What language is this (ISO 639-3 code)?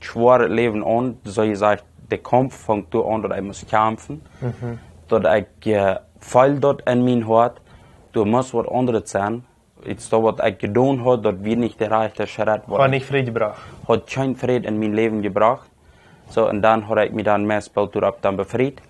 pdt